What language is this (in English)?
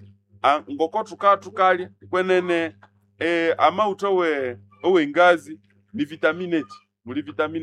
Nande